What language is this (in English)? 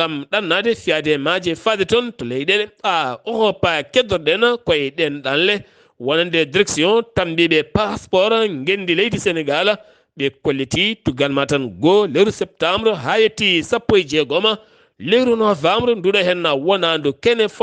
Fula